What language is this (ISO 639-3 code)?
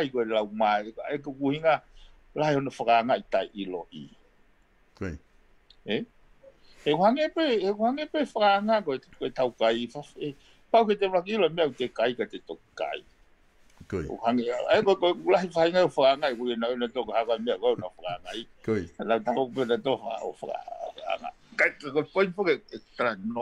ton